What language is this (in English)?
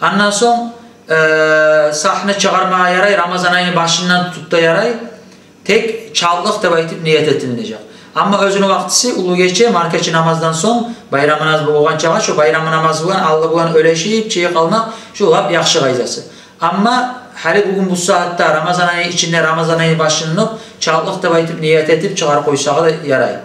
Kumyk